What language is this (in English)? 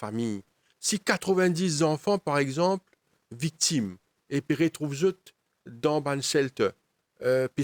Morisyen